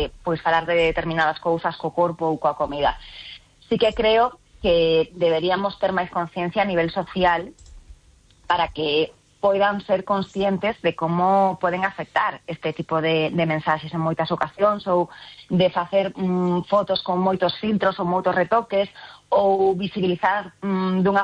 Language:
Galician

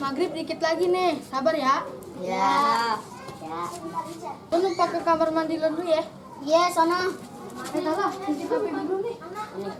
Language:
Betawi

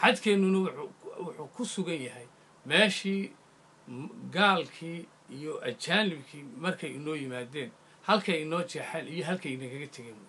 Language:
Somali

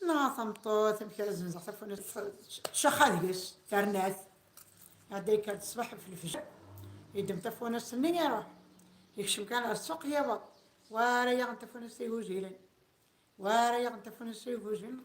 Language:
Kabyle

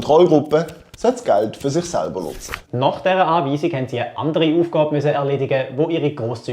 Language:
Swiss German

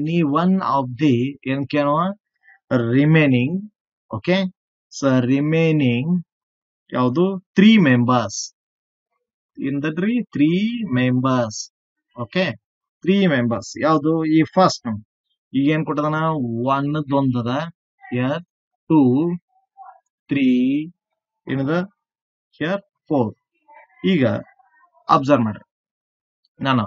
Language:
Kannada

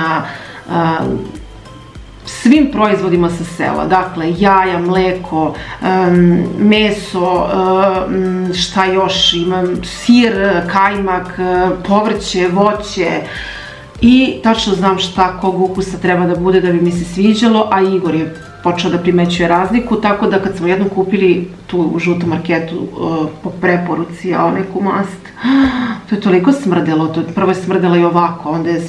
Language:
Serbian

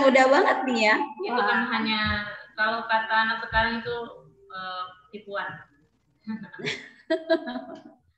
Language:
Indonesian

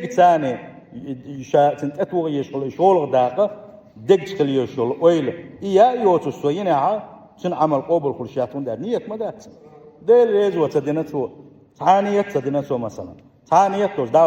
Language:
Chechen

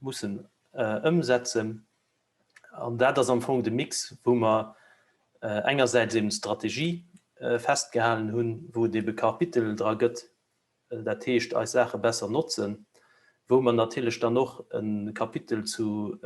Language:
Luxembourgish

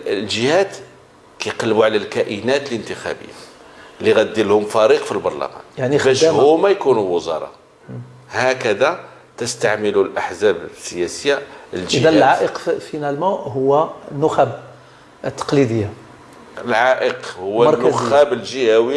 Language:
Moroccan Arabic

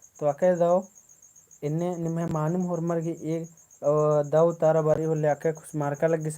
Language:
Kurukh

